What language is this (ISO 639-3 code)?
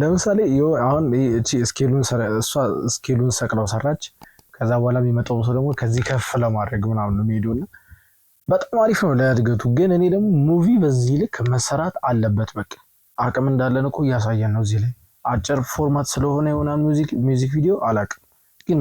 amh